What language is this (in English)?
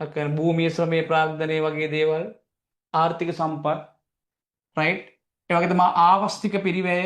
Sinhala